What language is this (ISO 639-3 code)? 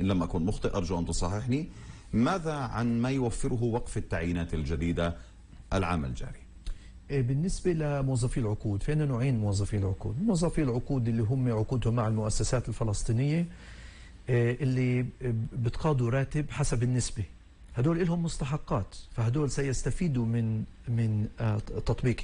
apc